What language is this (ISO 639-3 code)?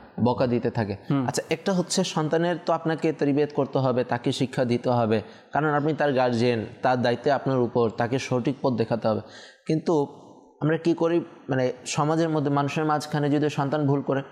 ben